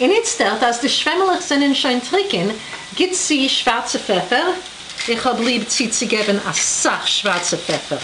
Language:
Yiddish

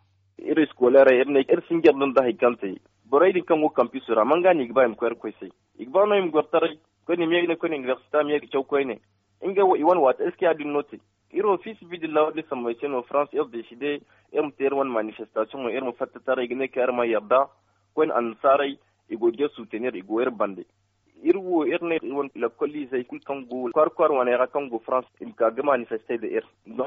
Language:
Zarma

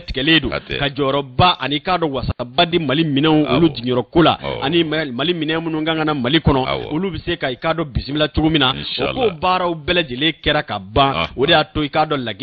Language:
Bambara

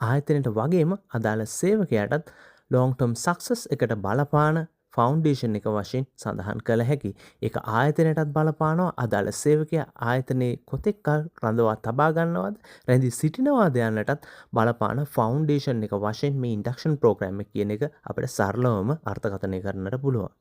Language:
Sinhala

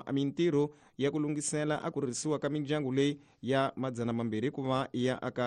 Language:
Tsonga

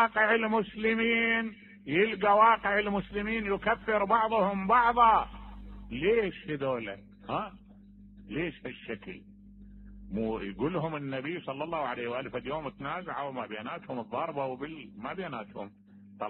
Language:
Mesopotamian Arabic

